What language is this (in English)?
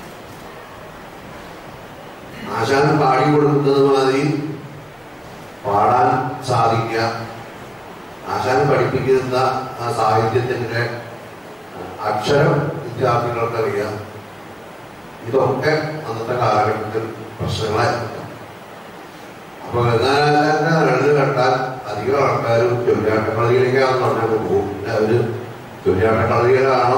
Malayalam